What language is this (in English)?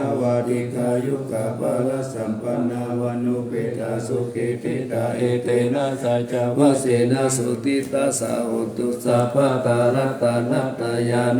Pali